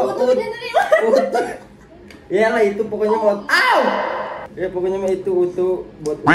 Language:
Indonesian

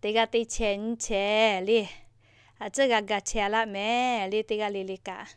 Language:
Lahu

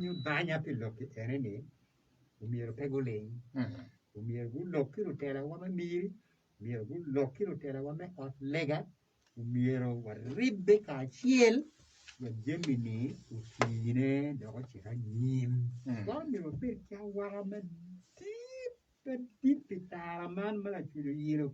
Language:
Acoli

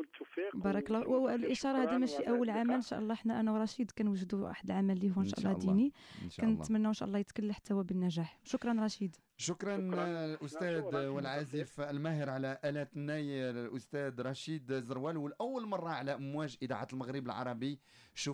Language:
Moroccan Arabic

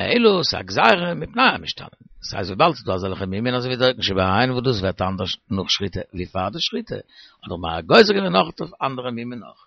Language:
Yiddish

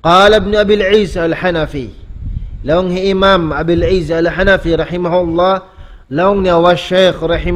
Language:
Tausug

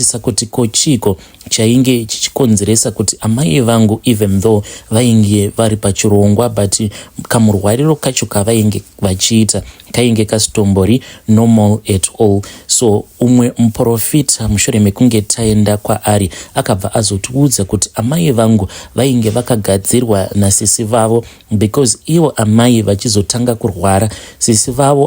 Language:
Shona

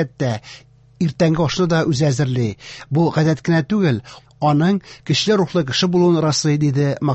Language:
Tatar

